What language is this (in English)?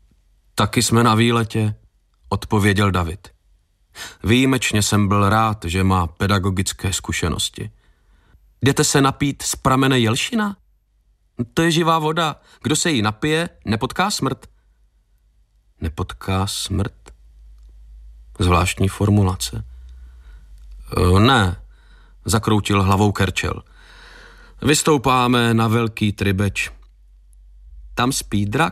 Czech